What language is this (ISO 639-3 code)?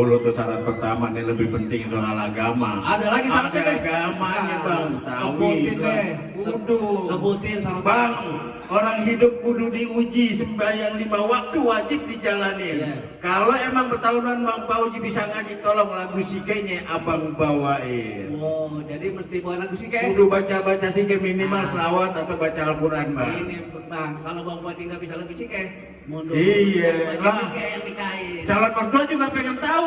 bew